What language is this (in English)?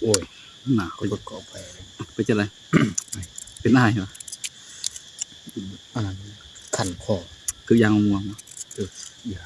Northeastern Thai